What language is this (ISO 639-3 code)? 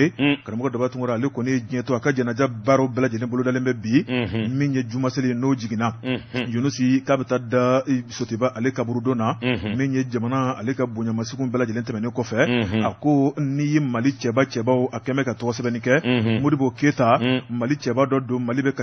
bam